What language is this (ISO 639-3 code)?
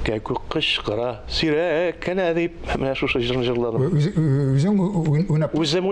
tat